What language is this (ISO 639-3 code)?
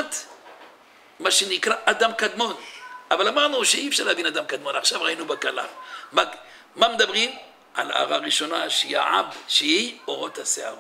heb